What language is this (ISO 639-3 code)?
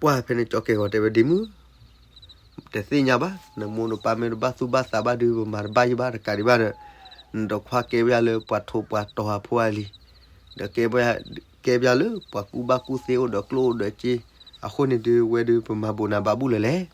ksw